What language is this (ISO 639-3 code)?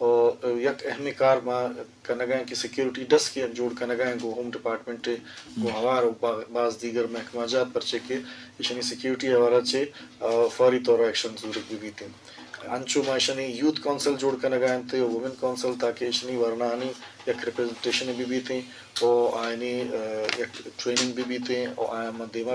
bgp